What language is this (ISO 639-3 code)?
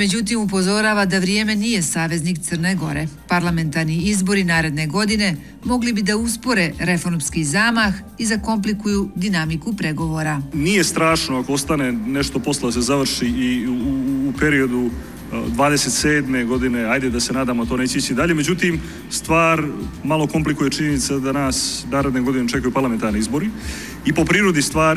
srp